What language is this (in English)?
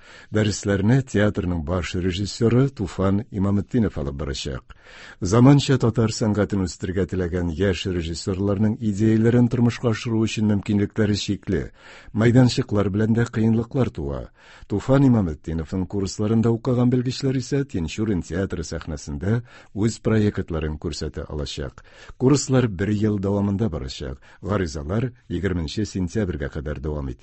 Tatar